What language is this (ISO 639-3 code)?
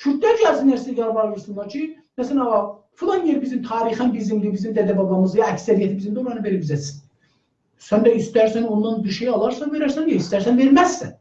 azb